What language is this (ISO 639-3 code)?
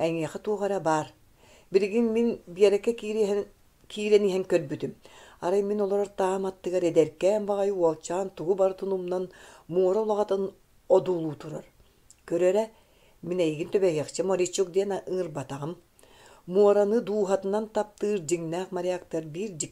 sah